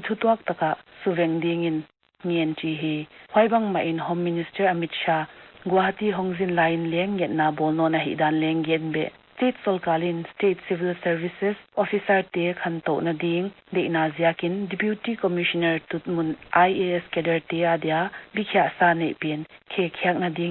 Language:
Paite Chin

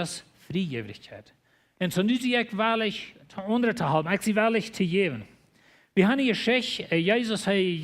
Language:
Plautdietsch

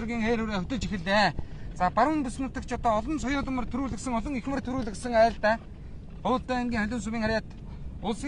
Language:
Mongolian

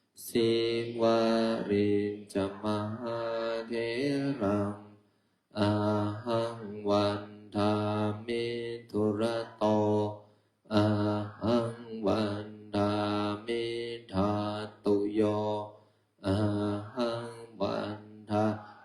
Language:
Pali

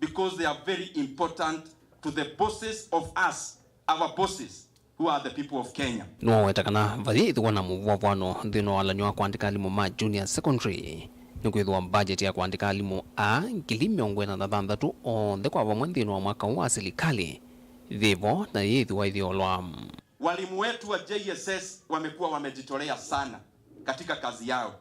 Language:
Kamba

